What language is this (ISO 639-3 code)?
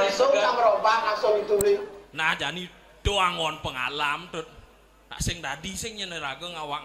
ban